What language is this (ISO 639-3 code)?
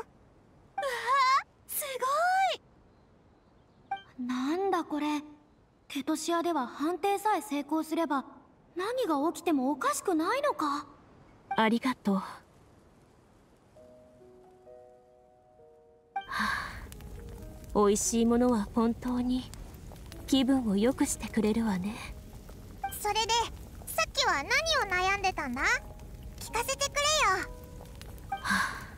jpn